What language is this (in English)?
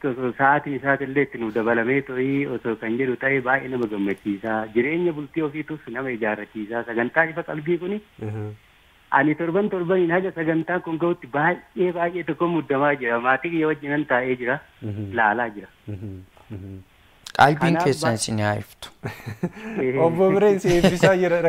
Oromo